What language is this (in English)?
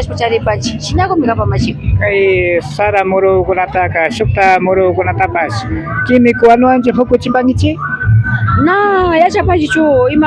Imbabura Highland Quichua